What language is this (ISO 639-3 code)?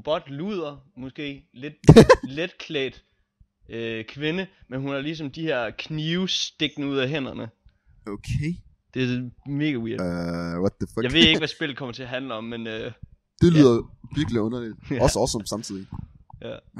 dan